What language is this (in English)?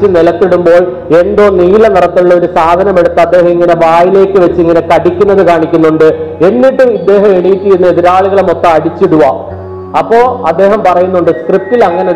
Malayalam